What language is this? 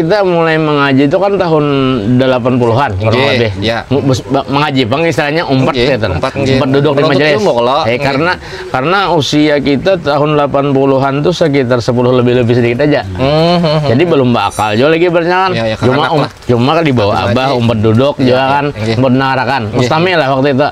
Banjar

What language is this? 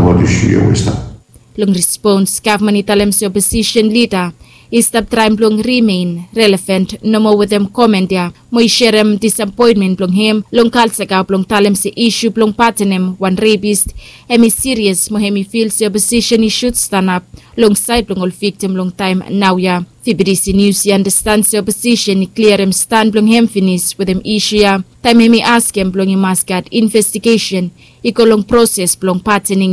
Bislama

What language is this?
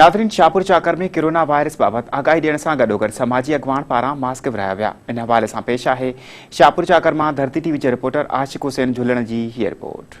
Sindhi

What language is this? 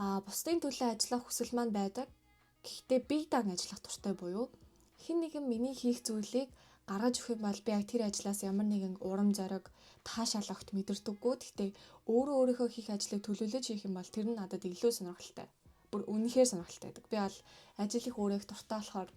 Mongolian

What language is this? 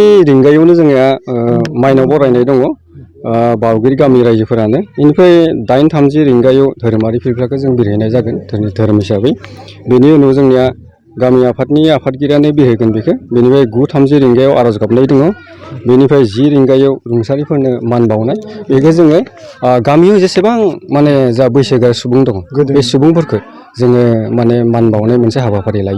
Bodo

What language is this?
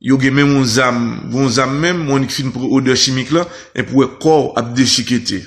Haitian Creole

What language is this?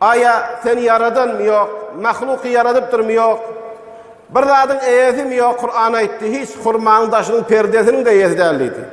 Turkmen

